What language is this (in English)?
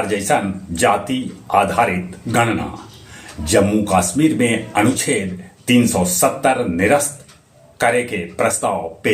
Magahi